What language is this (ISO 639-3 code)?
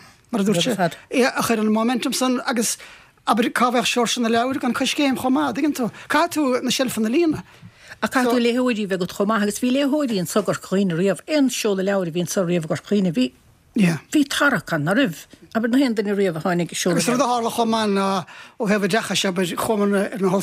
gle